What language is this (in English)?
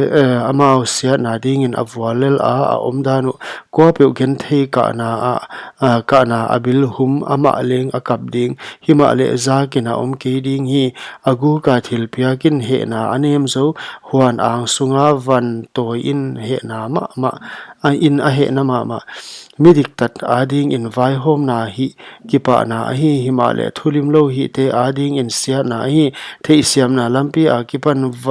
Paite Chin